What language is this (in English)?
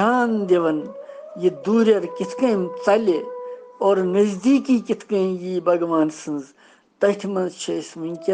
Kashmiri